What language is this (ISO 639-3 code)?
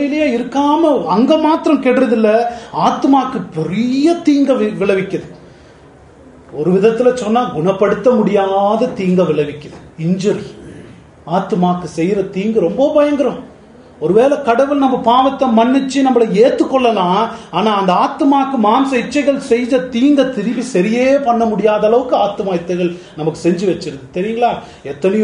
tam